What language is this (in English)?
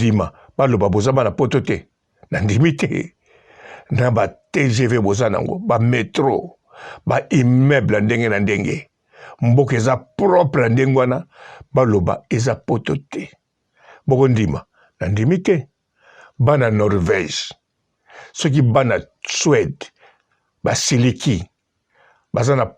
Lingala